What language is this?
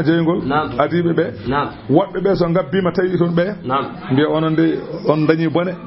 Fula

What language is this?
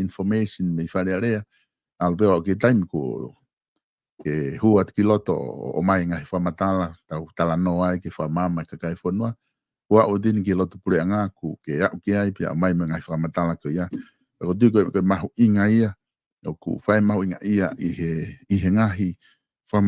Tongan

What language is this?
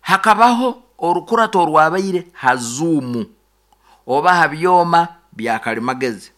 Nyoro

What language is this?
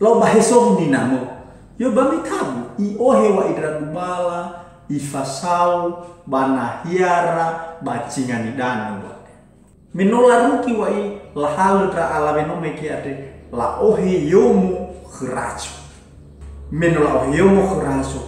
Nias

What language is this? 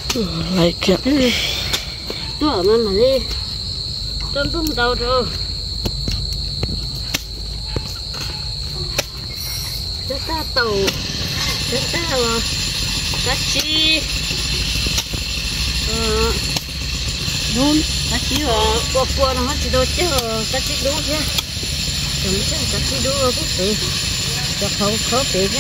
Vietnamese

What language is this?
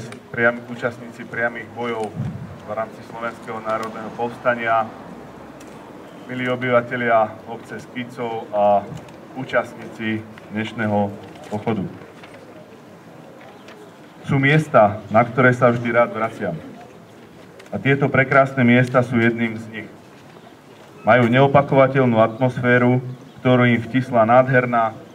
Slovak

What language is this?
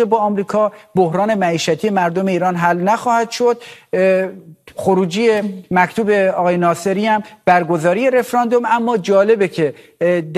Persian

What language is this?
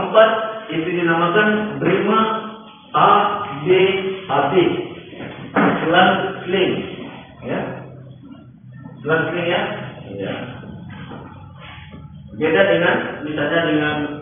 Indonesian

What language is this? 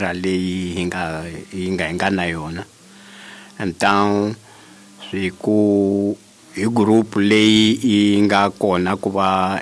Tsonga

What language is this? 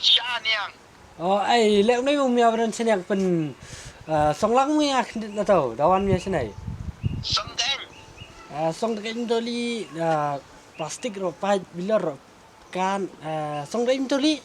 Khasi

